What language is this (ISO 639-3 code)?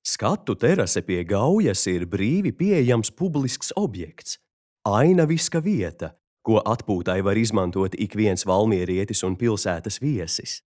lav